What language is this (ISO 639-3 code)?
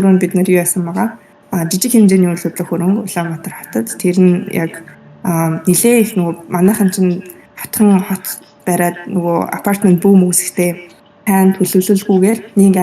mon